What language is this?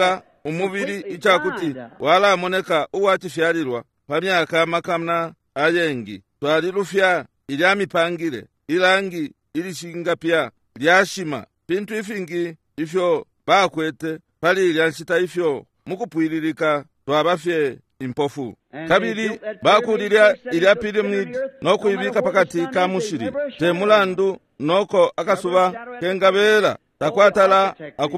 Bemba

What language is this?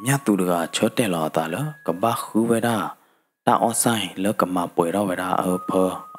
S'gaw Karen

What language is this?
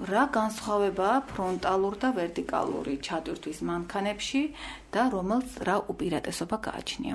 Georgian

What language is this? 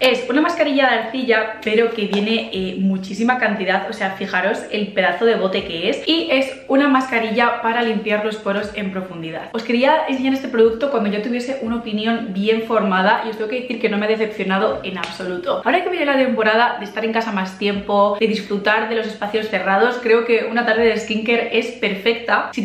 Spanish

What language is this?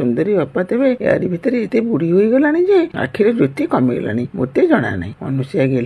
Odia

